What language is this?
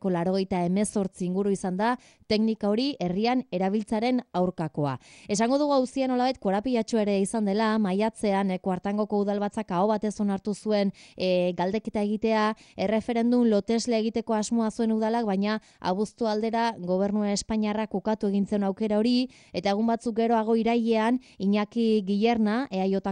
Basque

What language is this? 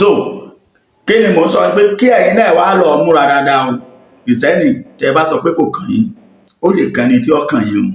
Yoruba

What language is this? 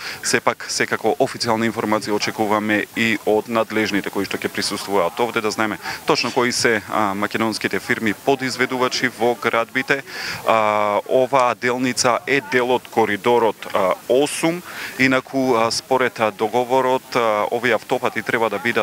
Macedonian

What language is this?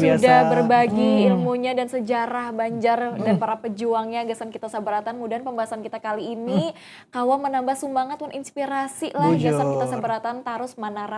Banjar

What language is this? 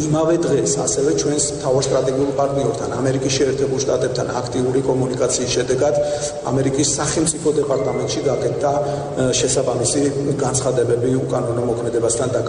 Georgian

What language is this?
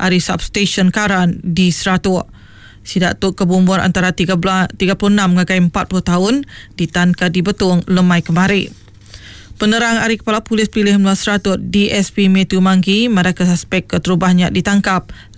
Iban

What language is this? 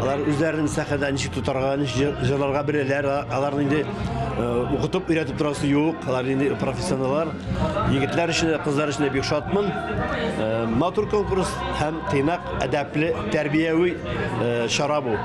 Tatar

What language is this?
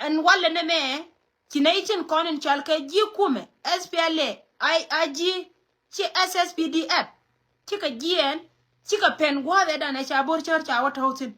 Nuer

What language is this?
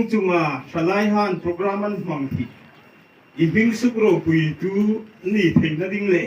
Hmar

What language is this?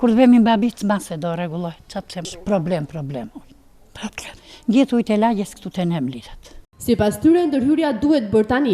Albanian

